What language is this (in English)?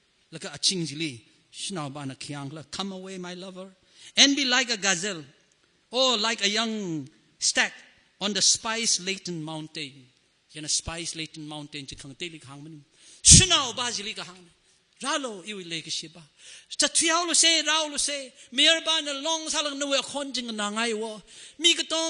Tangkhul Naga (India)